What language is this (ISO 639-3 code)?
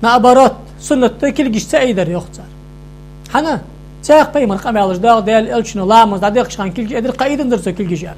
inh